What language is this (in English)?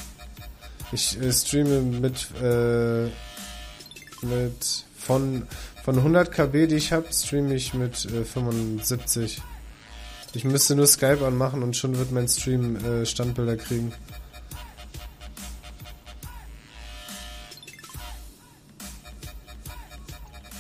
German